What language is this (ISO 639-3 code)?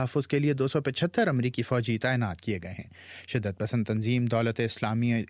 urd